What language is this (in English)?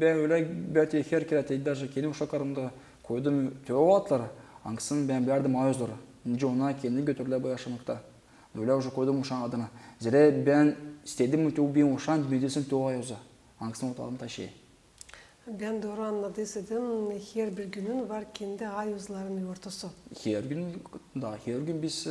Gagauz